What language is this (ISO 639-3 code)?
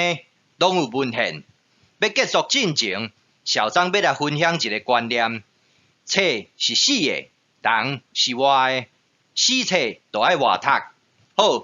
nan